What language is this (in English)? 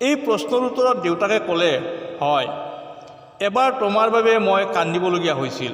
Assamese